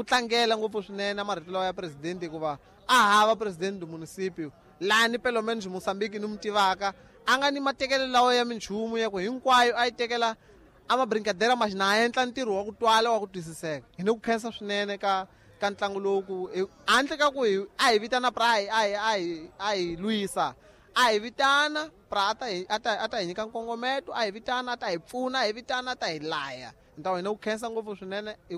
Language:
Tsonga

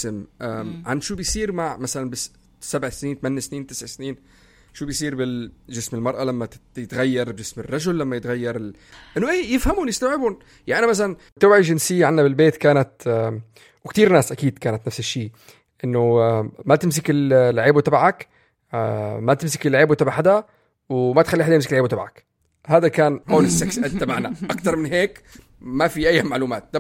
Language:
North Levantine Arabic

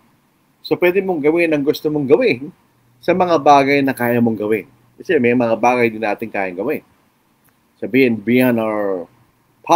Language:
Filipino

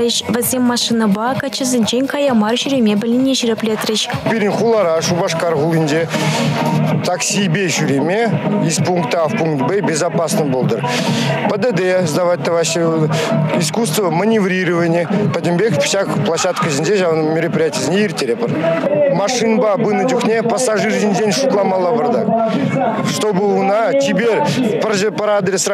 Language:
Chuvash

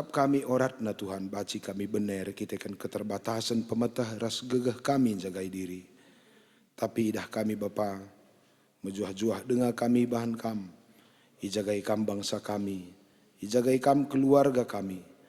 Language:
Batak Karo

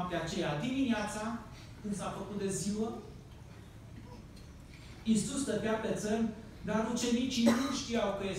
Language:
Romanian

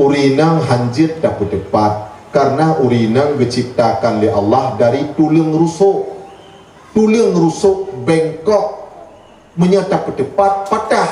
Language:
Achinese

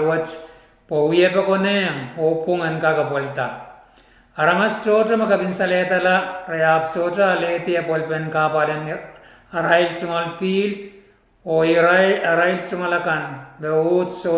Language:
Pohnpeian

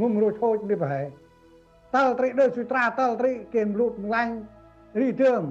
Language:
Central Mnong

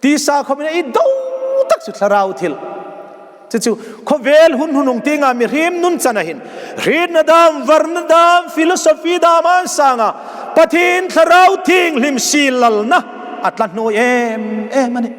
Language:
Hmar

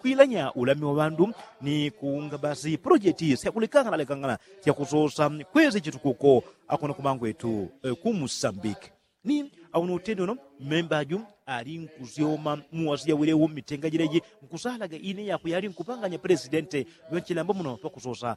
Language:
Yao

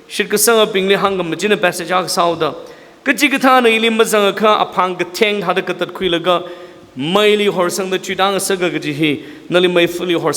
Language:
Tangkhul Naga (India)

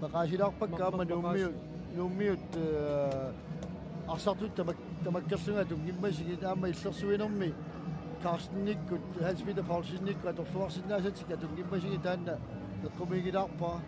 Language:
Kalaallisut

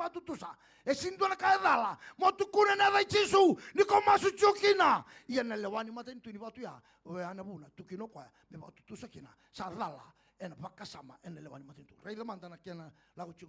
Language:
Fijian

